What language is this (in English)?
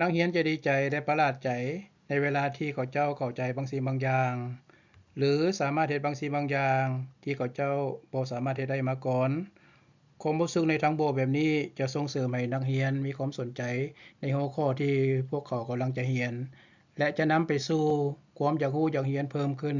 Lao